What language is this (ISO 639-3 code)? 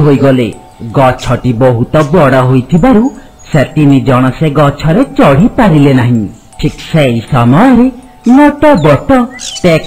ori